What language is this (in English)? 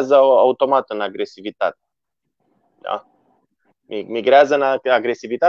Romanian